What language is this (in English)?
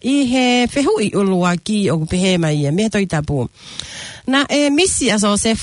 Tongan